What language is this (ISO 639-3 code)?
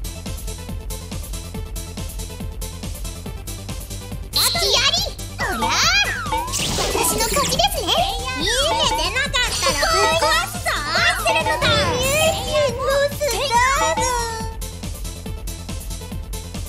jpn